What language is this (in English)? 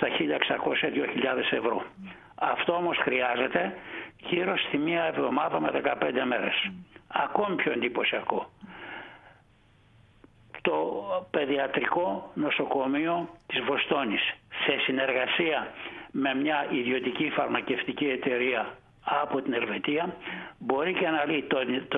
Greek